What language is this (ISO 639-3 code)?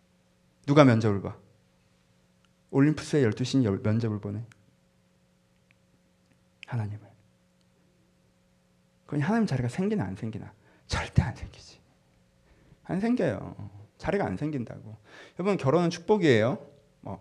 kor